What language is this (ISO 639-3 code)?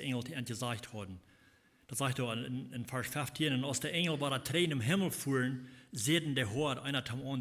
pdt